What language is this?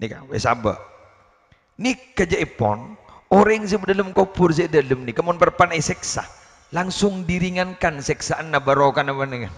Madurese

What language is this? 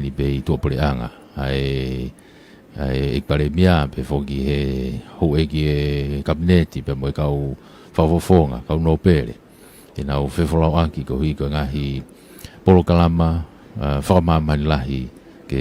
Tongan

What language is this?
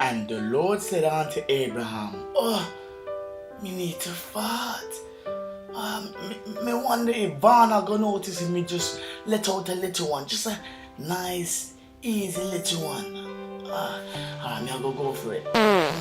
Jamaican Creole English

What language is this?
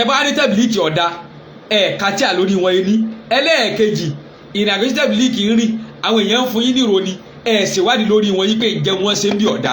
Yoruba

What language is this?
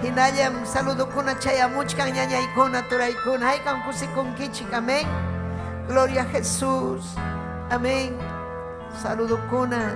Ayacucho Quechua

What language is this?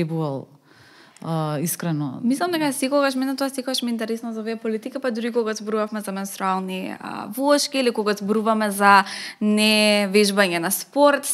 Macedonian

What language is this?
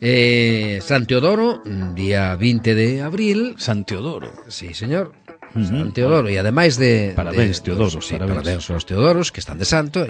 Galician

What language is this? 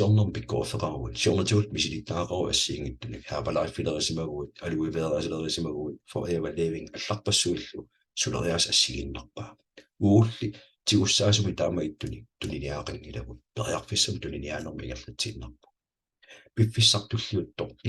Kalaallisut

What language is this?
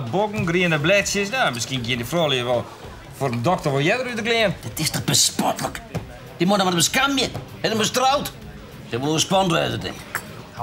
Western Frisian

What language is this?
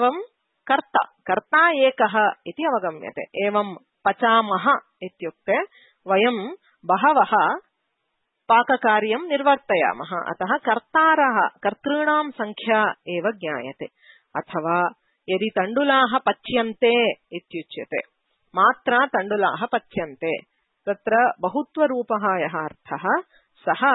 Sanskrit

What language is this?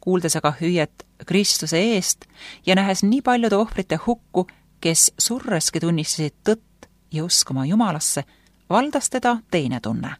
Estonian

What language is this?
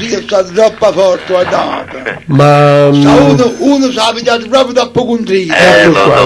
Neapolitan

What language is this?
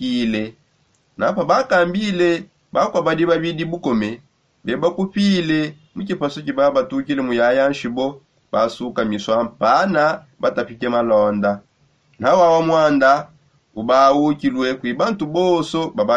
Songe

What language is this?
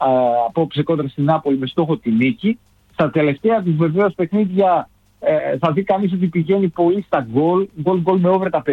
Greek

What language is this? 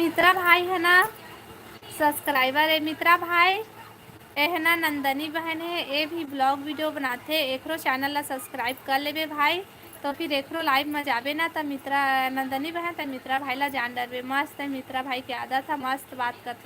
Chhattisgarhi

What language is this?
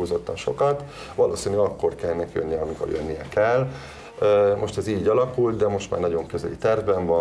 Hungarian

